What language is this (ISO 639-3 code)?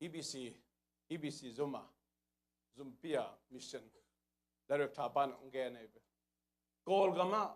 ctd